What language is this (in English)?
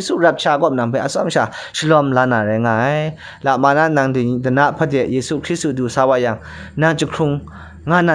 Kachin